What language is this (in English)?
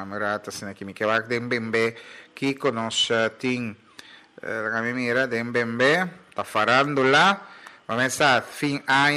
Papiamento